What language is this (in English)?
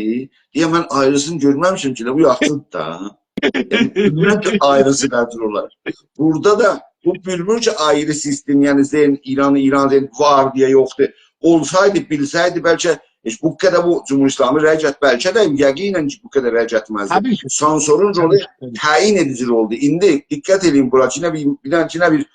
South Azerbaijani